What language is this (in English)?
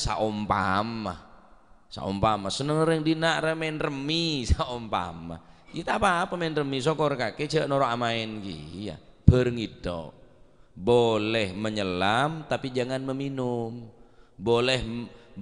Madurese